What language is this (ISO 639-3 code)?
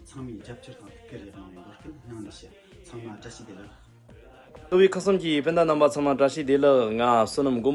bod